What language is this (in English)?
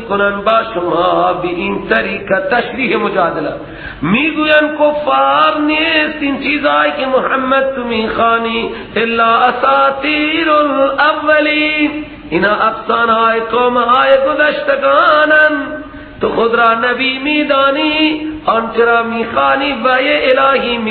Persian